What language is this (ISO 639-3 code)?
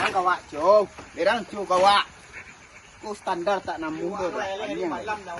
min